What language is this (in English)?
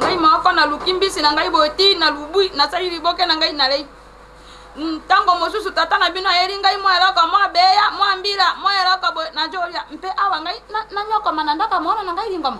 Lingala